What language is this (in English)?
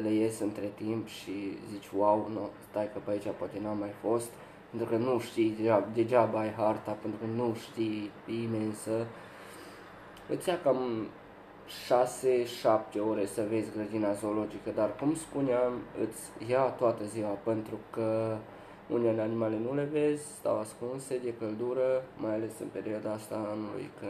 Romanian